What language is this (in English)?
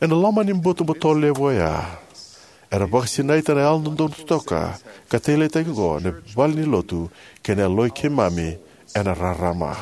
Fijian